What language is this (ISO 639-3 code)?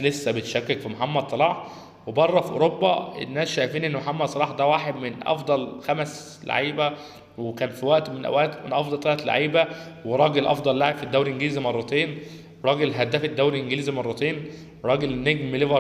arz